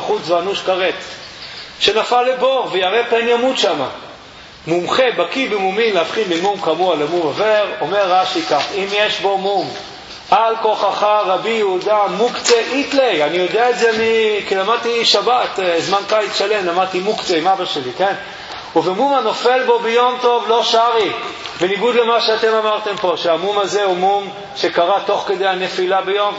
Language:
Hebrew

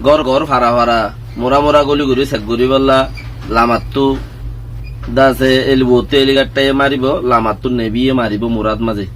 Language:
Rohingya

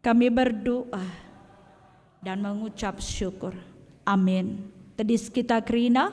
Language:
Batak Karo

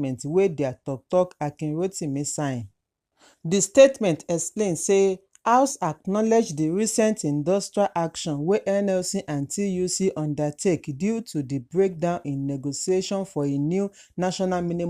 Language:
Nigerian Pidgin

